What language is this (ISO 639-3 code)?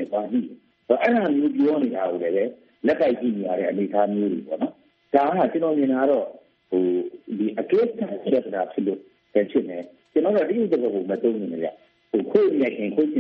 mya